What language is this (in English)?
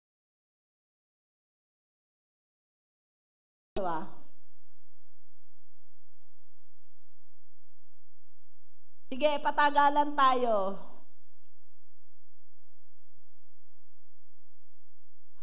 Filipino